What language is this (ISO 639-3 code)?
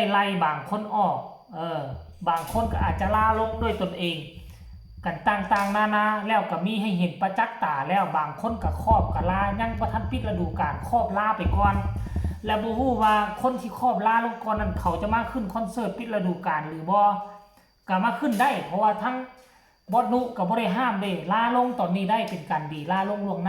tts